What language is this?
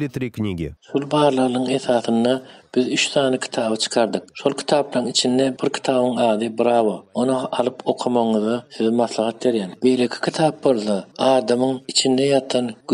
Turkmen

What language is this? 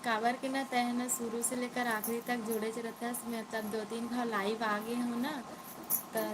Chhattisgarhi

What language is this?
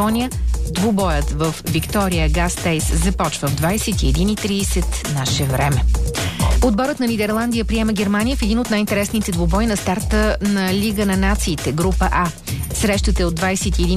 Bulgarian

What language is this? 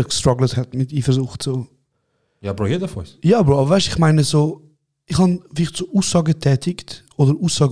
Swiss German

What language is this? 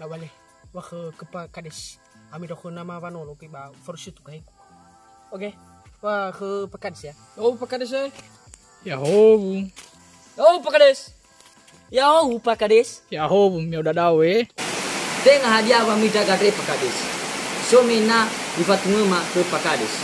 Nias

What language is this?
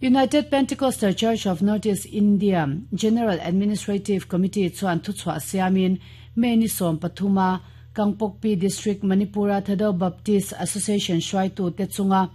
Mizo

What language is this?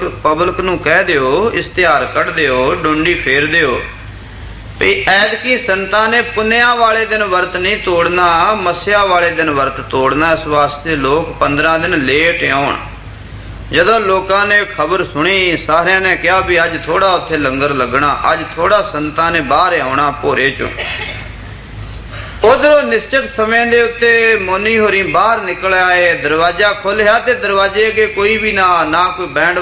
Punjabi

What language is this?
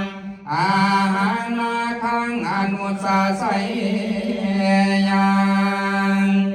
Pali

